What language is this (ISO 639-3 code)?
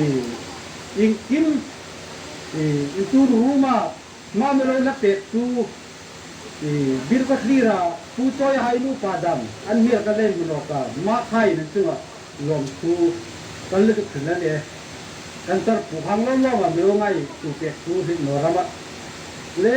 hmr